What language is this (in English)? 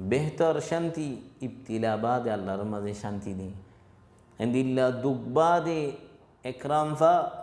Rohingya